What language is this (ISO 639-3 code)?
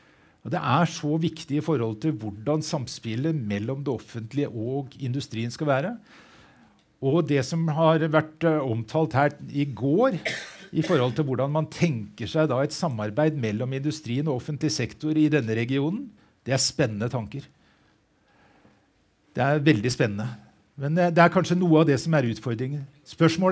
nor